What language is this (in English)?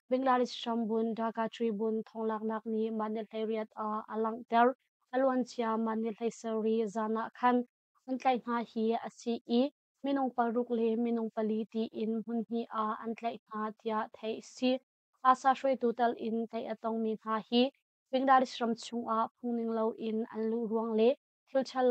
Hakha Chin